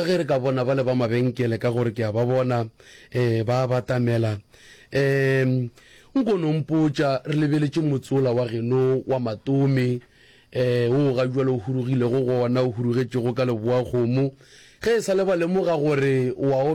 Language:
Northern Sotho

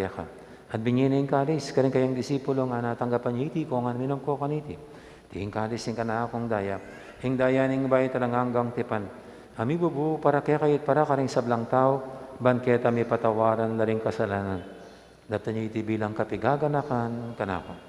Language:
Pampanga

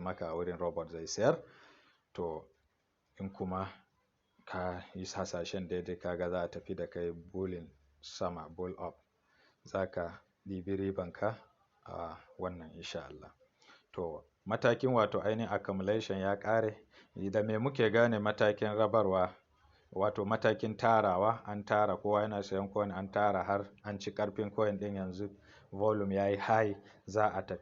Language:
Hausa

